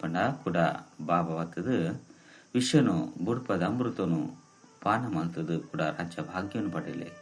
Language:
Tulu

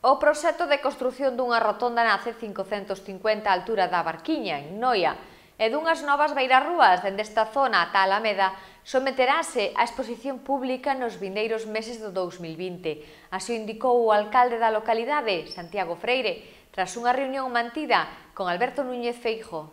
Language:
Galician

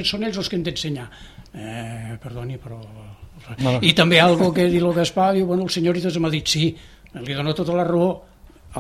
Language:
Catalan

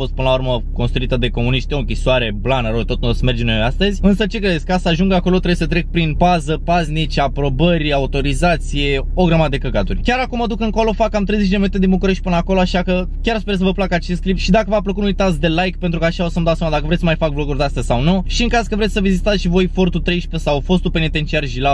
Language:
Romanian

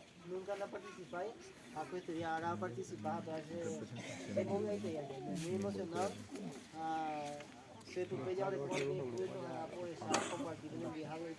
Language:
Guarani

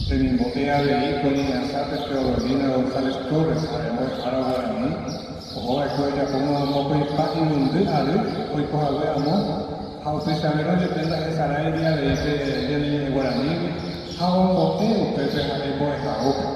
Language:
Guarani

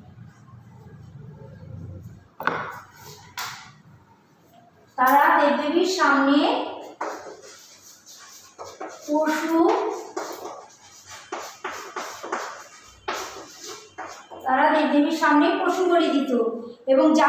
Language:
Bangla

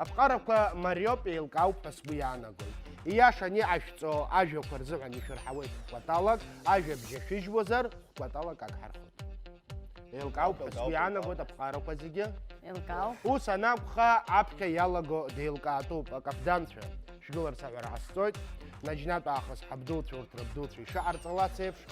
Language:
Abkhazian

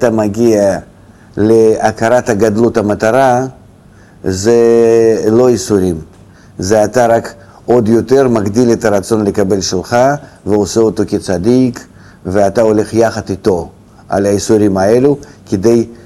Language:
Hebrew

